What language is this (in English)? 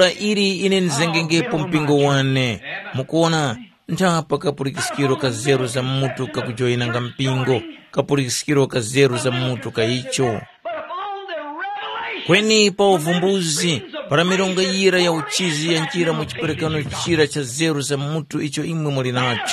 Tumbuka